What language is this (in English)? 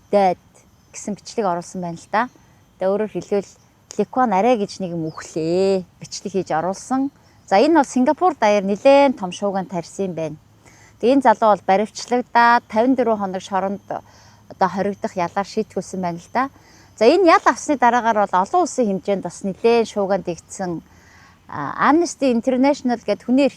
Mongolian